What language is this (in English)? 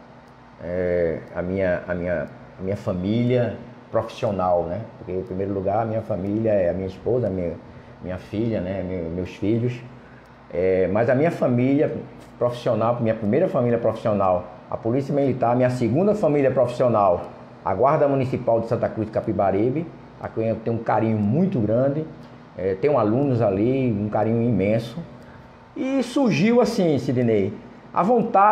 Portuguese